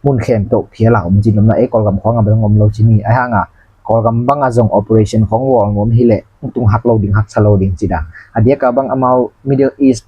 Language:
Tedim Chin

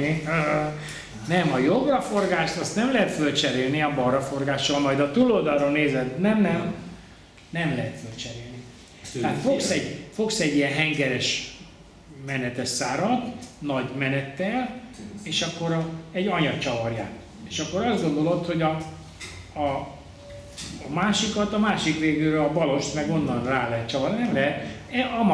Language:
Hungarian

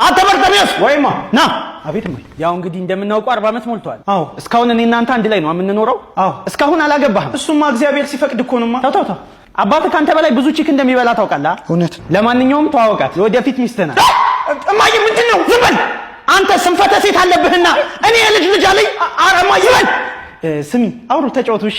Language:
Amharic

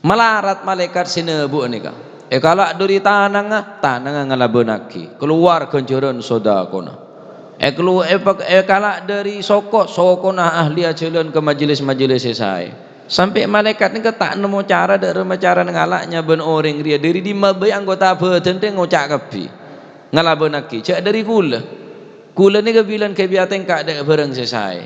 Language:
Madurese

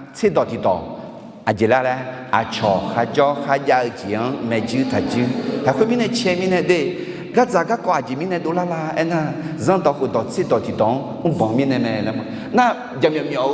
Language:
Akha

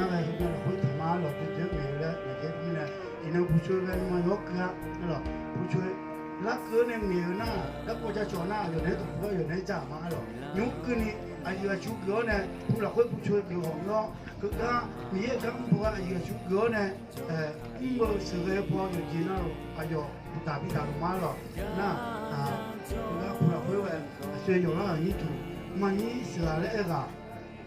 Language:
Akha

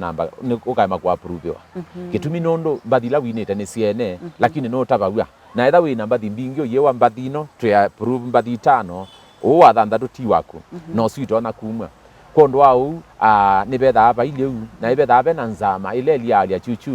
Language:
Kamba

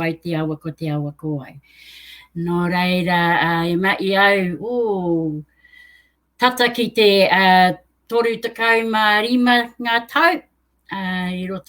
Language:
Māori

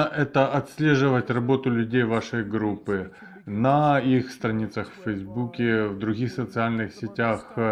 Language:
Russian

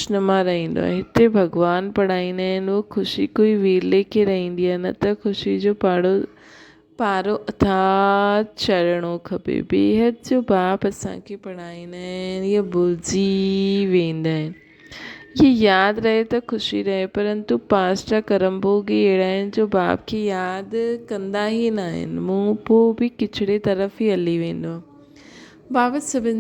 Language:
Sindhi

